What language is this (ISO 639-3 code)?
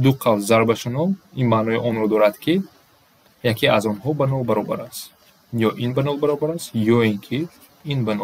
tgk